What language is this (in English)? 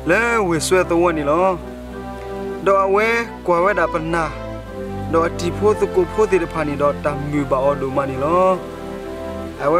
S'gaw Karen